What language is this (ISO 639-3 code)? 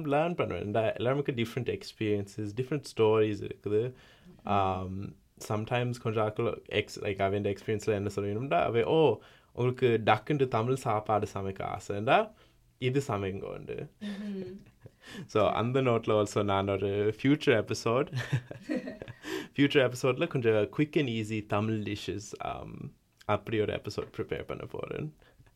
tam